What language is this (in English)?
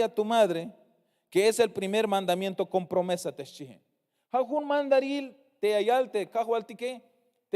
Tzeltal